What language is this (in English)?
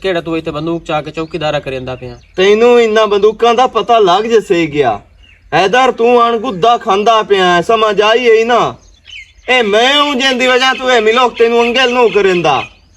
Western Panjabi